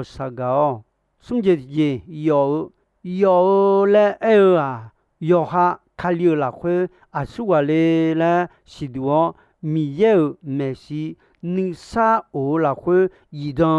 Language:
Akha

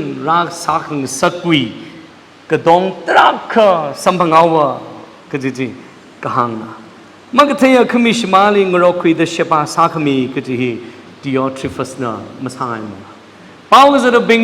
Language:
Tangkhul Naga (India)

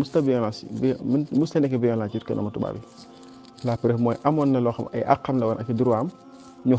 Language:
Wolof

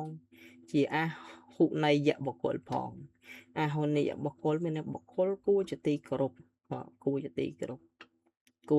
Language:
Khmer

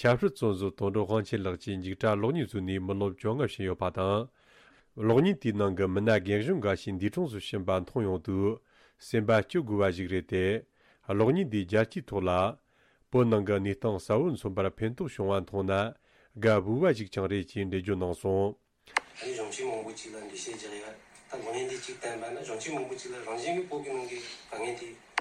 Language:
Tibetan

